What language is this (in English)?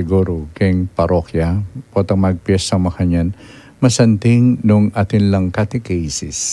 Pampanga